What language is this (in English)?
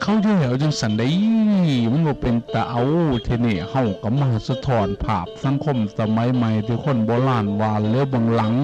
Northeastern Thai